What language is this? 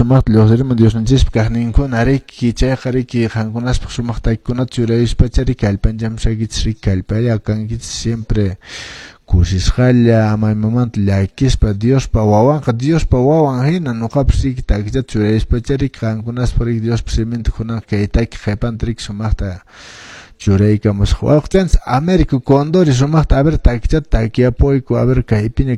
Quechua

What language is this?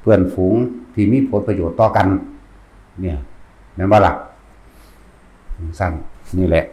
Northeastern Thai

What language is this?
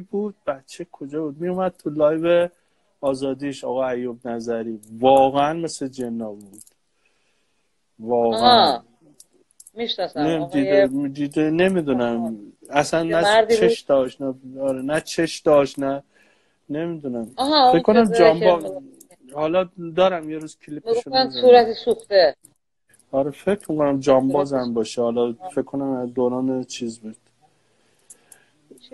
Persian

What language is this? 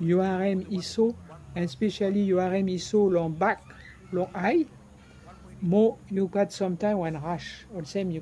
Bislama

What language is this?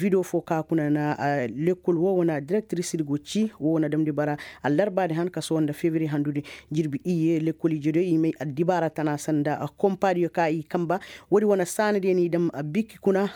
Koyraboro Senni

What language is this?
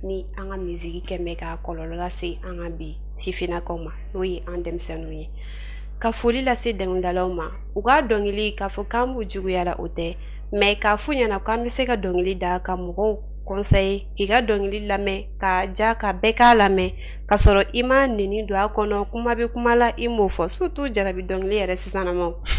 Bambara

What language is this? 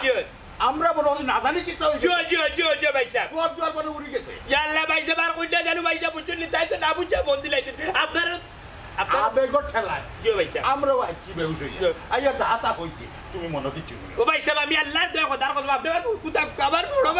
Sylheti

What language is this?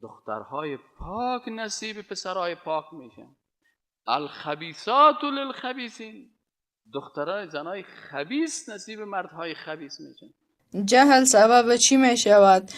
Persian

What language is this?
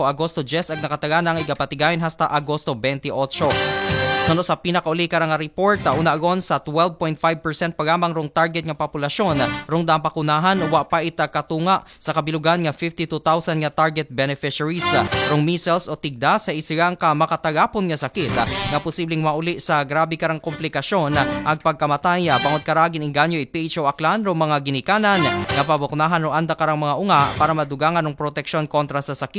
Aklanon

